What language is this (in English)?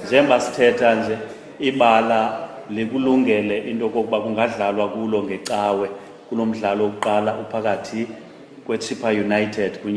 Xhosa